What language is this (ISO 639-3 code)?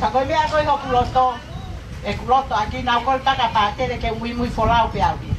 ton